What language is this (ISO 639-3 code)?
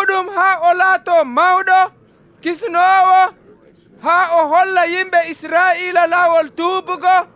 fuv